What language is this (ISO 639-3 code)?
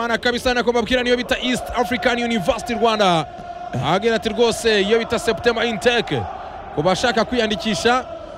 kin